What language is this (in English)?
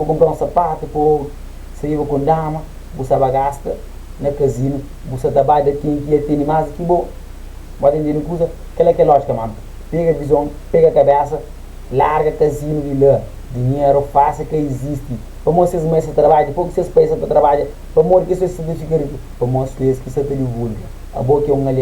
Kabuverdianu